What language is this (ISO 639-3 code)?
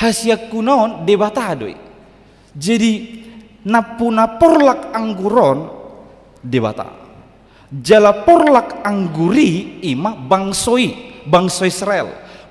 bbc